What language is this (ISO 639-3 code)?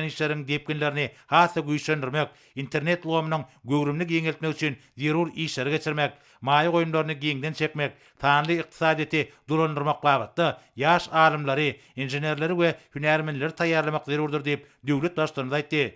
tuk